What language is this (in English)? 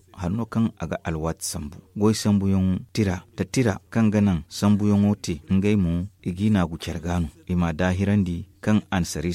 Zarma